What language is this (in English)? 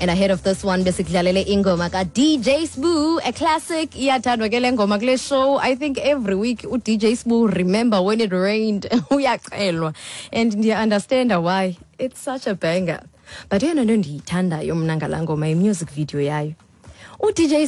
Xhosa